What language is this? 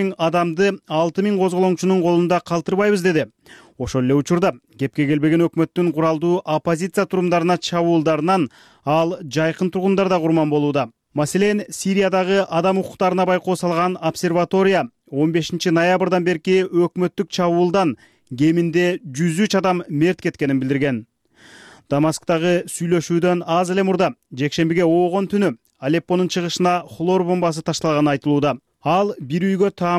Kyrgyz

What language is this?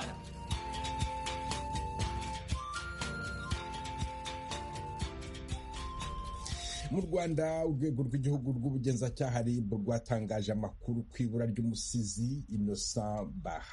Kinyarwanda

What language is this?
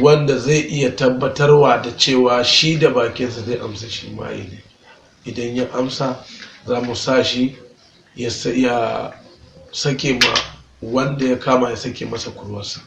Hausa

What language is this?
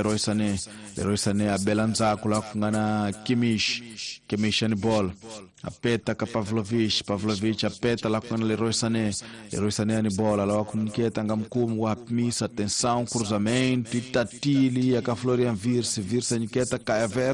Tsonga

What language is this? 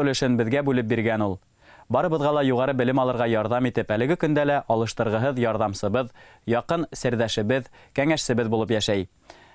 Bashkir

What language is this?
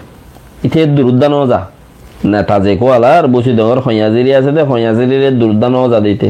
Rohingya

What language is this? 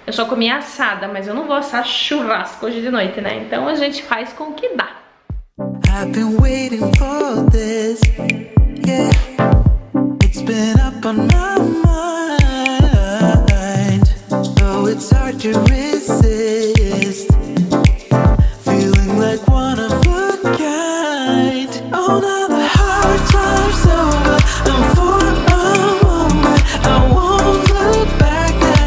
Portuguese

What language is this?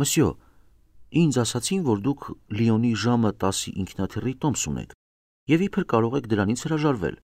Armenian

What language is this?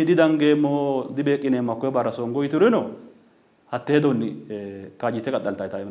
Sidamo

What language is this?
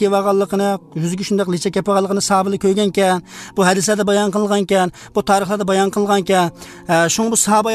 Uzbek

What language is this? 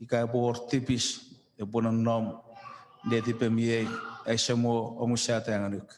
Chuukese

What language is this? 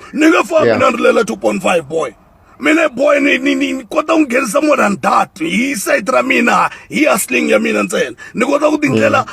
Tsonga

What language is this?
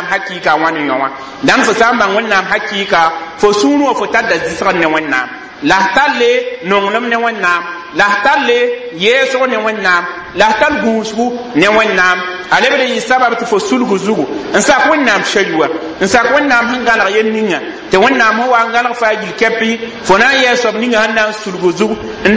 Mossi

